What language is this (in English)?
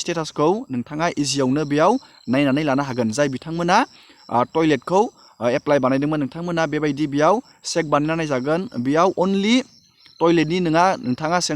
Bodo